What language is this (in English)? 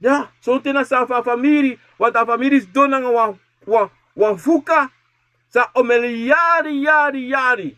Sranan Tongo